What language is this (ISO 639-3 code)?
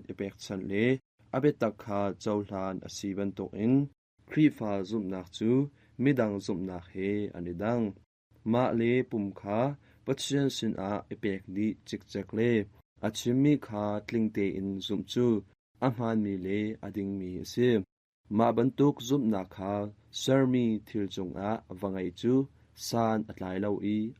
cnh